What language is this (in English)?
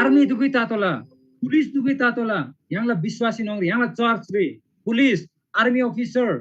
Eastern Tamang